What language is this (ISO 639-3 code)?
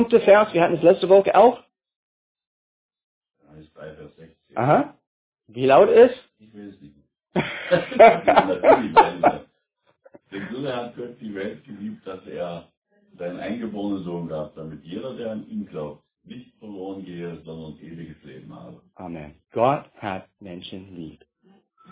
deu